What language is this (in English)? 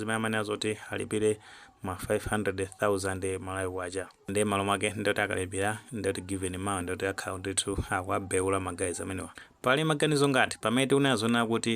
Nyanja